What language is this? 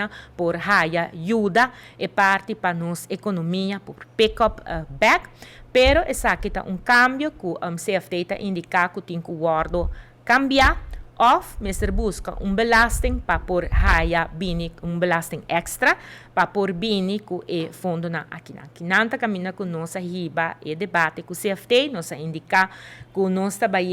Papiamento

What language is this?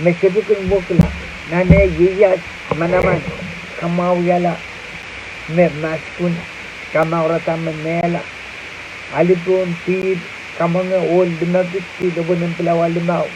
Pohnpeian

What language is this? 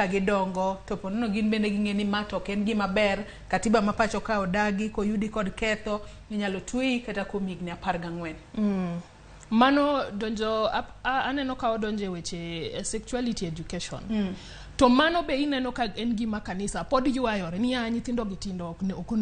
Luo (Kenya and Tanzania)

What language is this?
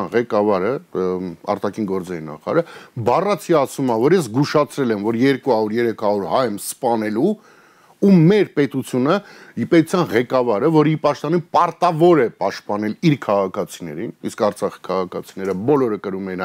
Armenian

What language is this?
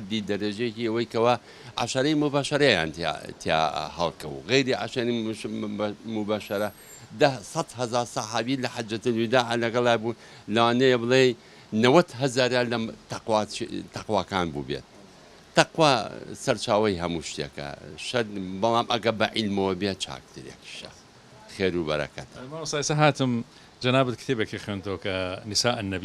Central Kurdish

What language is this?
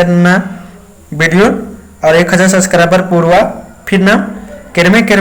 Kurukh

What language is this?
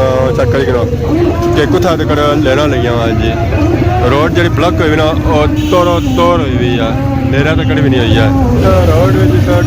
Pahari-Potwari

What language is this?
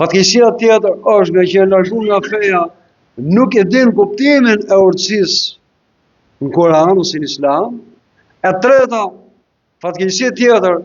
Albanian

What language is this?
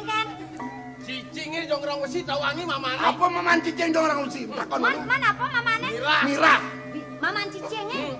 Balinese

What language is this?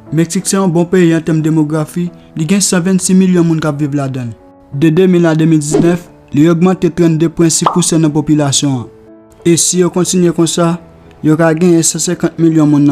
Haitian Creole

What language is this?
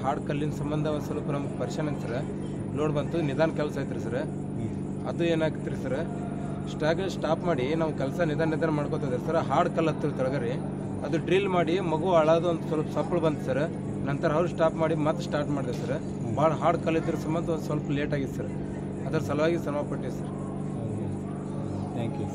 Kannada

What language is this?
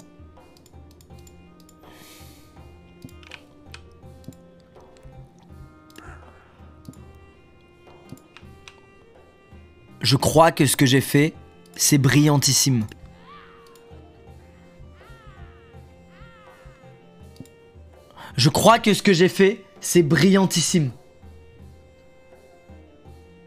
French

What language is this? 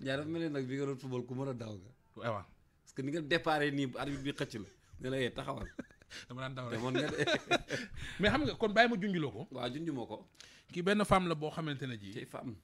Wolof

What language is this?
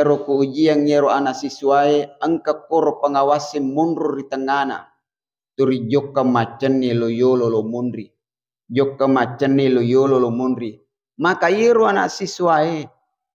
Buginese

